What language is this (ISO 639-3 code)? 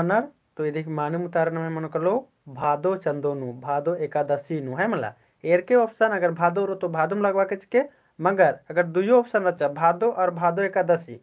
kru